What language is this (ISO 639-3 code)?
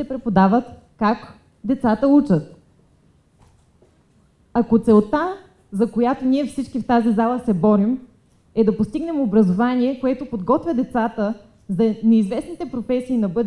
bul